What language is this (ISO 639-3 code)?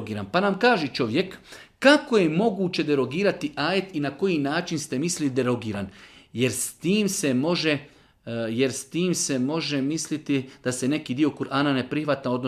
bos